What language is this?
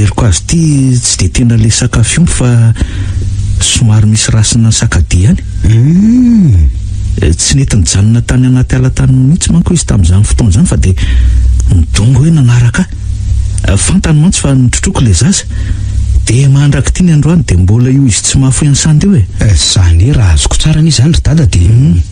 Malagasy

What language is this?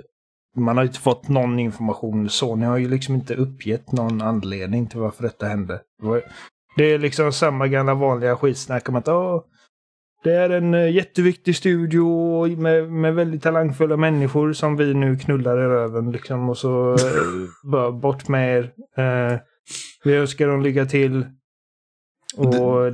Swedish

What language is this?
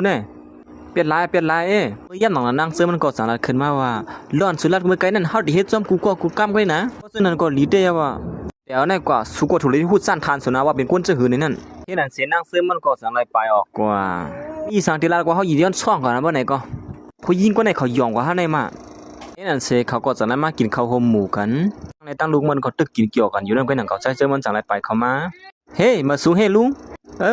Shan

